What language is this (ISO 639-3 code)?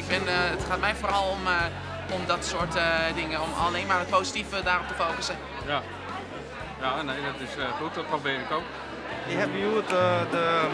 fry